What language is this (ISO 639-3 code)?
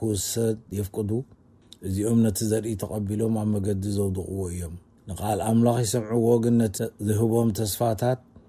tir